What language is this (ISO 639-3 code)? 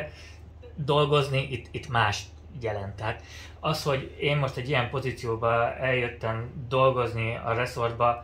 hun